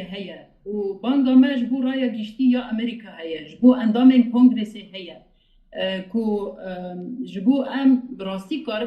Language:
Kurdish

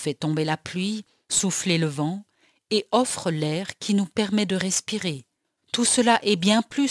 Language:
French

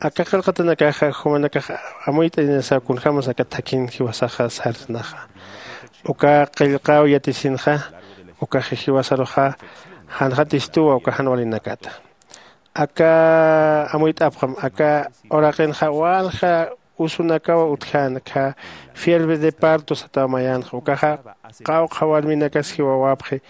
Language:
Aymara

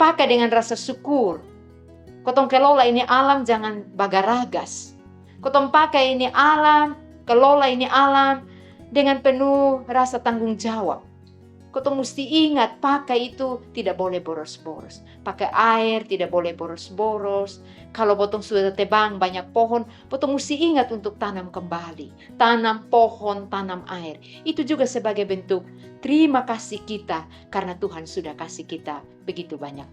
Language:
Kupang Malay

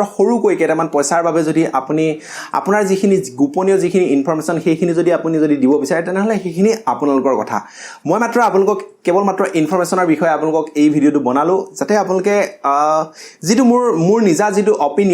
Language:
Assamese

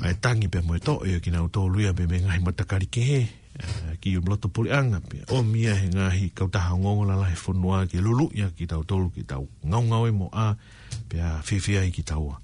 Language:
Tongan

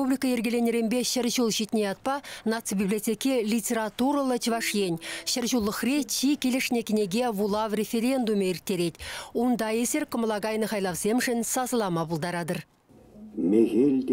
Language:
Chuvash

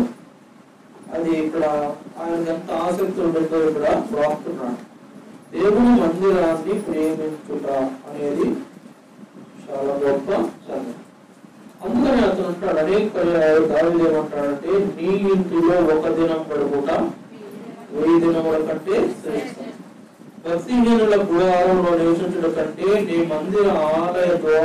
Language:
Telugu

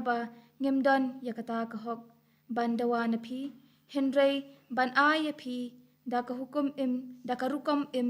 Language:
Khasi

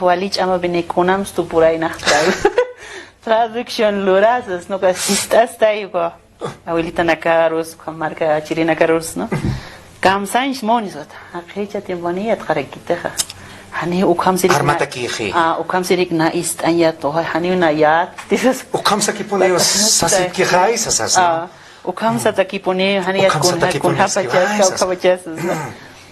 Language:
Aymara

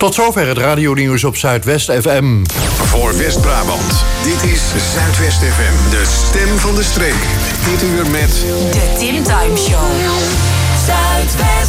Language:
Dutch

